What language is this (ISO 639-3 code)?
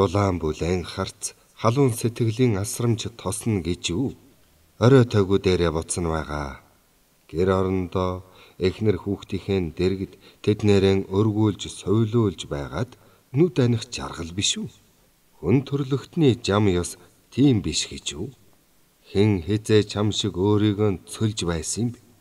mon